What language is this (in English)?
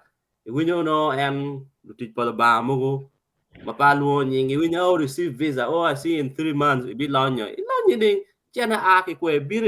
Acoli